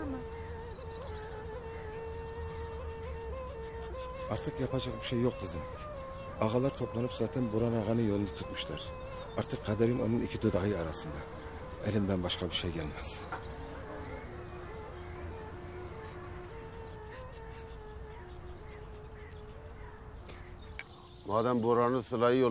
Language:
Turkish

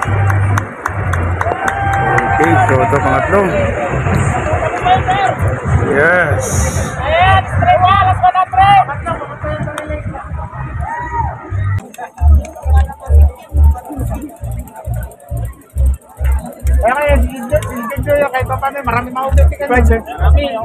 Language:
Filipino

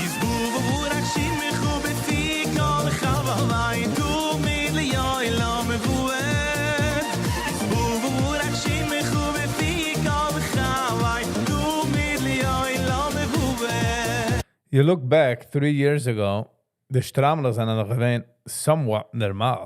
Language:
Yiddish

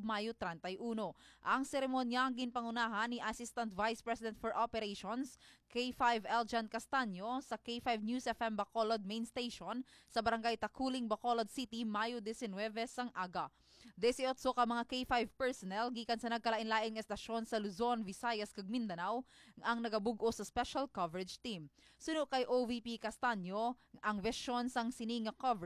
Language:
Hiligaynon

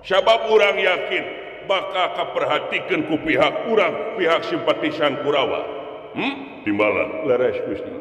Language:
Sundanese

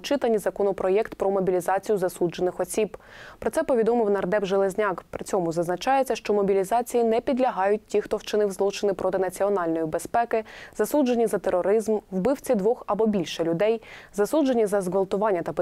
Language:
Ukrainian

